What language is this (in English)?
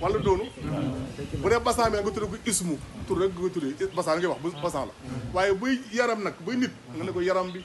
Wolof